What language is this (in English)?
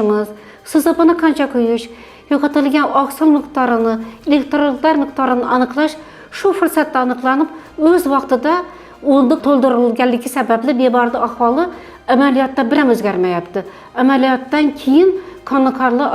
Uzbek